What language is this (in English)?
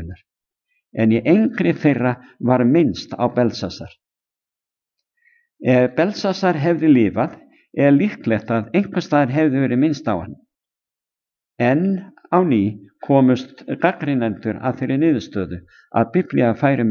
Icelandic